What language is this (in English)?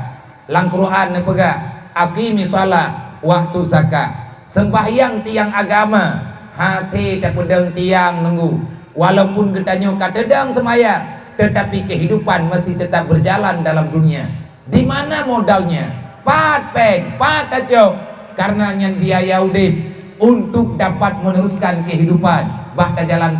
Achinese